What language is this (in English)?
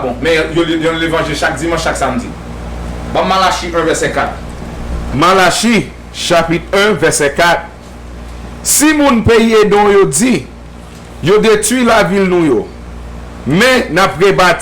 Haitian Creole